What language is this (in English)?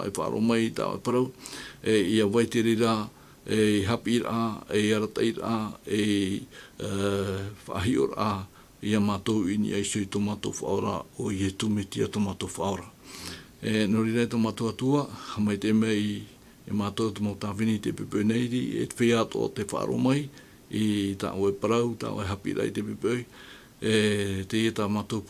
Tahitian